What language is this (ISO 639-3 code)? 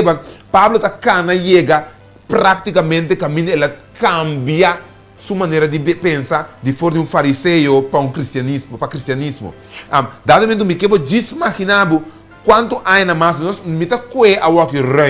pap